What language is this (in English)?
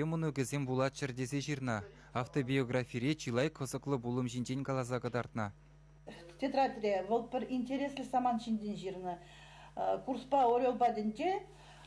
Chuvash